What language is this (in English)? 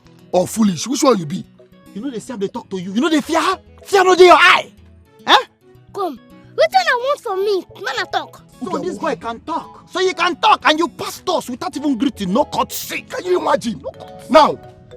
Nigerian Pidgin